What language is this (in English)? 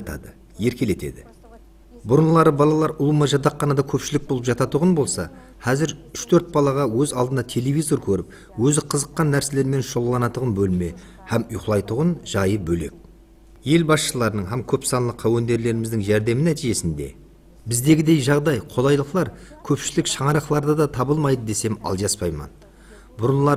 Kara-Kalpak